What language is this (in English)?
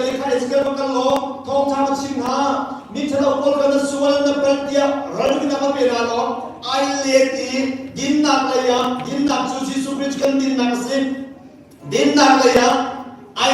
Hakha Chin